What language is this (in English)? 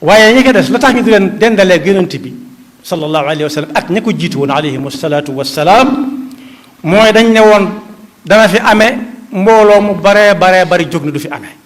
Wolof